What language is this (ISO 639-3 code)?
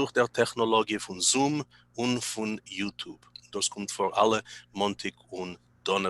yid